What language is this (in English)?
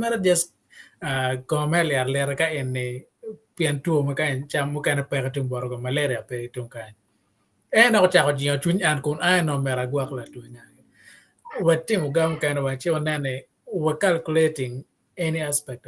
Acoli